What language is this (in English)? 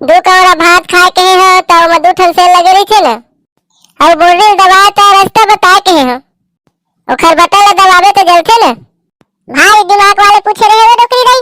Chhattisgarhi